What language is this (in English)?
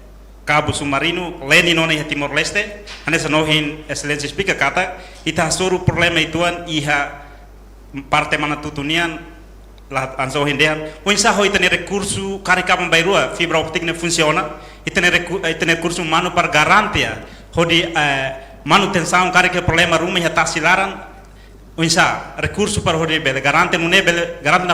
Tetum